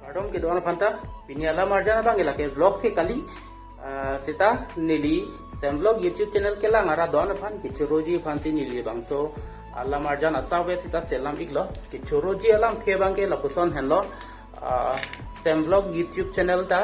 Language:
Karbi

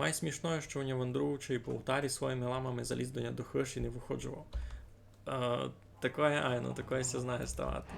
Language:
Rusyn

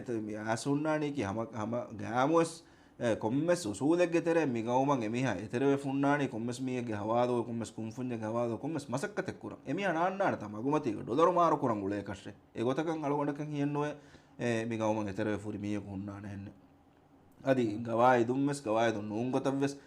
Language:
Divehi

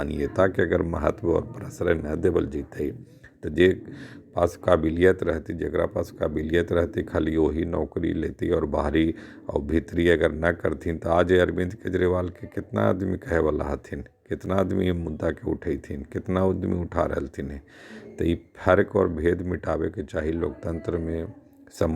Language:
Magahi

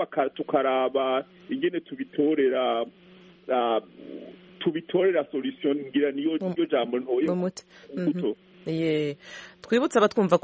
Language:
Kinyarwanda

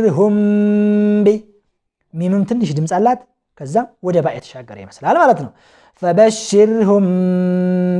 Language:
Amharic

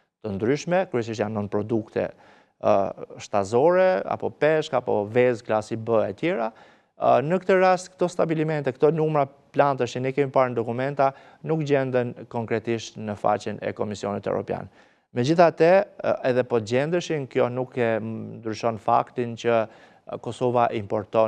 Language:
Albanian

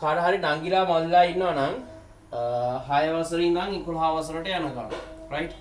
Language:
Sinhala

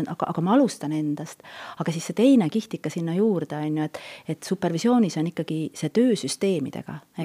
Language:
Estonian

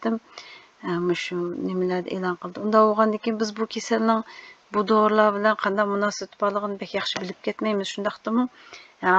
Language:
Uyghur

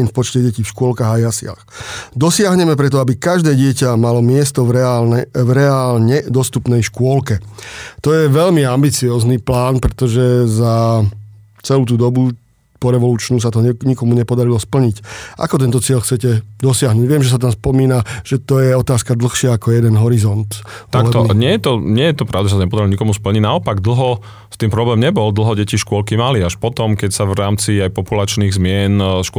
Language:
Slovak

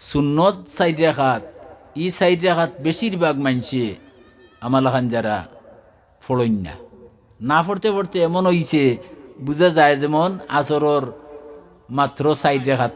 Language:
Sylheti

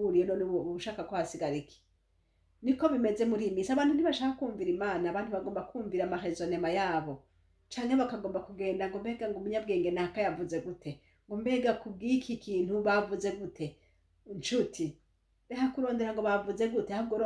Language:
Rundi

